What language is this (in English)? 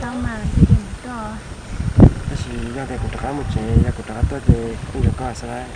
Hmong